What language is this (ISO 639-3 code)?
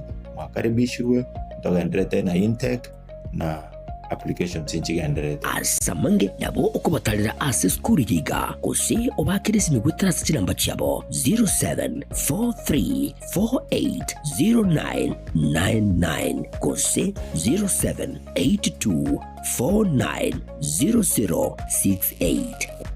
guz